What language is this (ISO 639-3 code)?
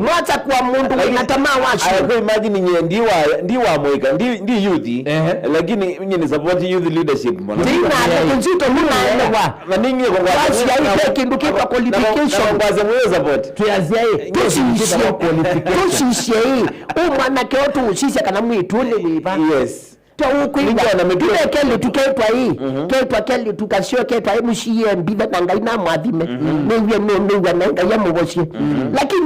kam